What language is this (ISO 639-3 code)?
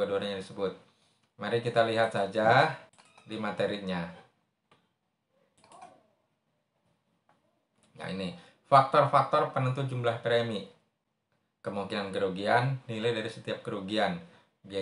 ind